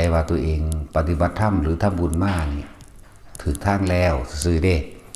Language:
Northeastern Thai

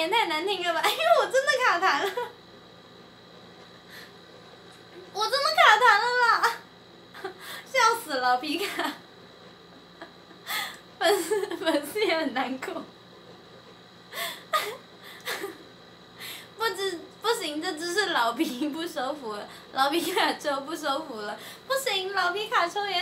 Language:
Chinese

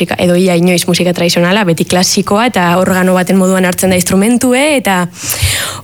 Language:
Basque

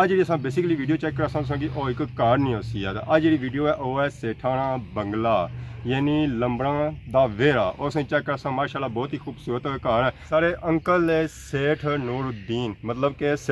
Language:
Pahari-Potwari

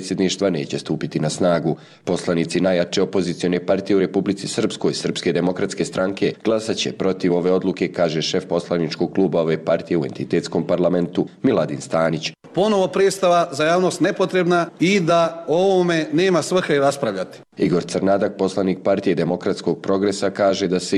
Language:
Serbian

